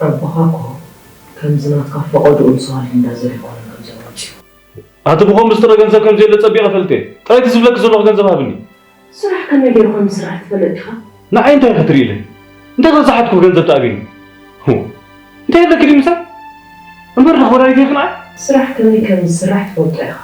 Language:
Tigrinya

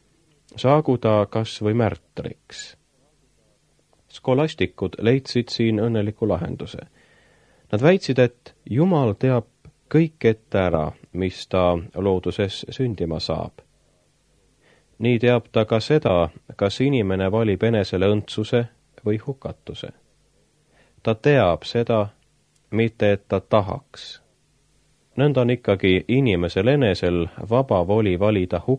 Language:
Estonian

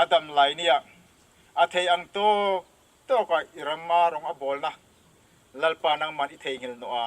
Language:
Hmar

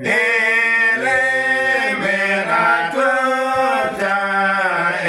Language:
Uduk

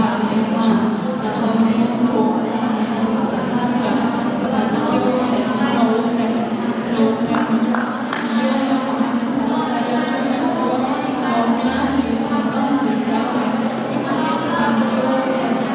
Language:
Akha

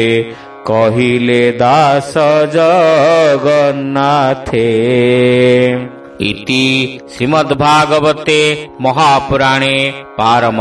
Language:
Odia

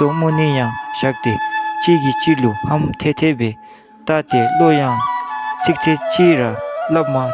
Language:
Dzongkha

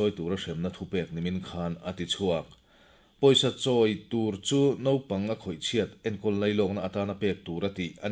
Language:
Mizo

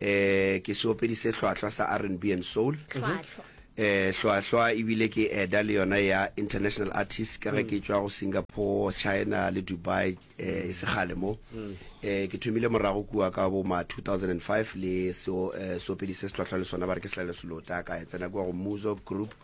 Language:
Northern Sotho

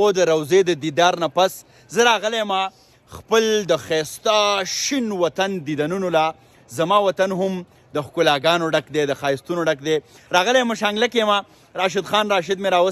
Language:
Pashto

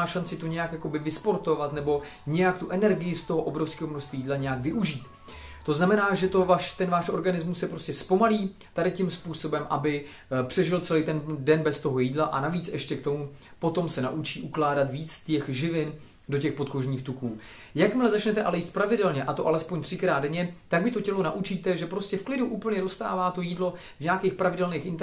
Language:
Czech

